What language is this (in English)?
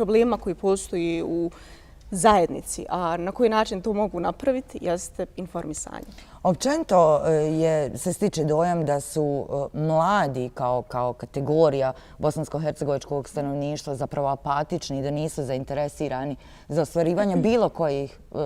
Bosnian